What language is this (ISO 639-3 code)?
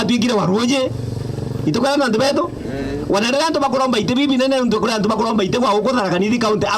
mer